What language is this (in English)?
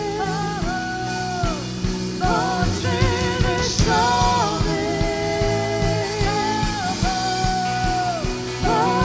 Polish